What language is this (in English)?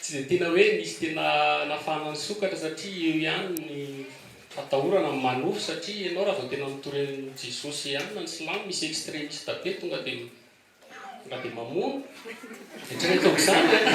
Malagasy